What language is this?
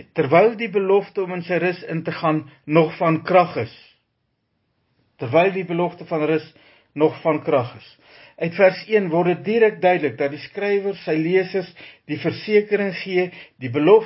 Afrikaans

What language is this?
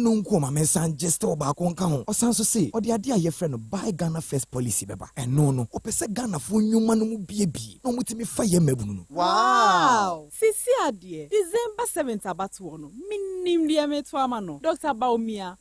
Akan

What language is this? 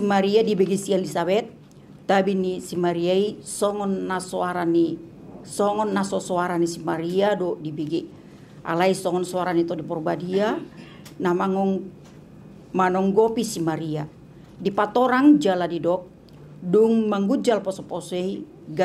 Batak Toba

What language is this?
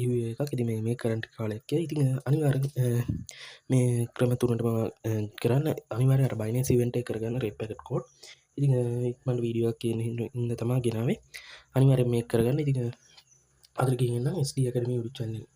Sinhala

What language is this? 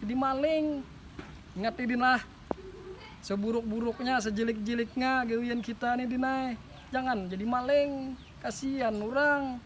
Banjar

